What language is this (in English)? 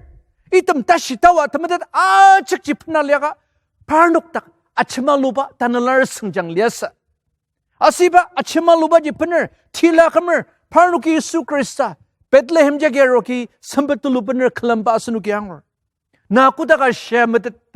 Ao Naga